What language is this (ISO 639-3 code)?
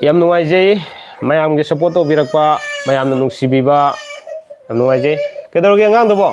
mni